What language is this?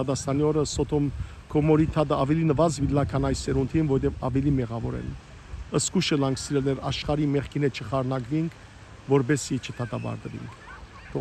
Western Armenian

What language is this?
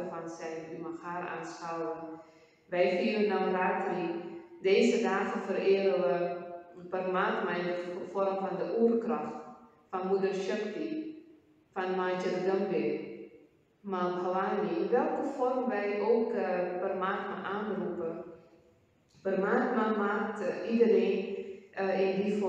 Dutch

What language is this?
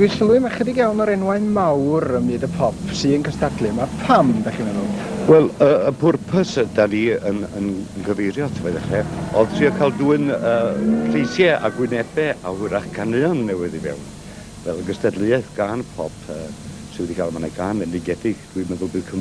Welsh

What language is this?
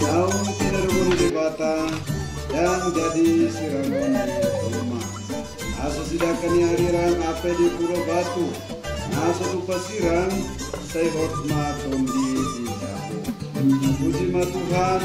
Batak Toba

